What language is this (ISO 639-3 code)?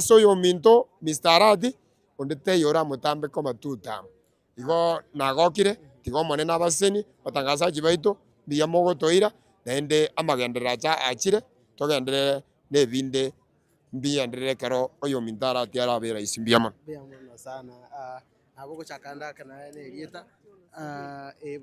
guz